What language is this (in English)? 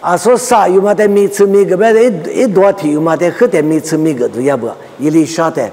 Lisu